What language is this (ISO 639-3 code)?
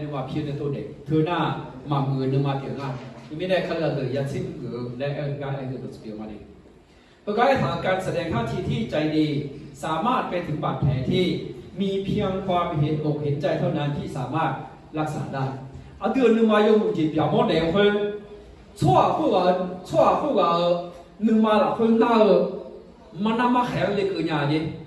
ahk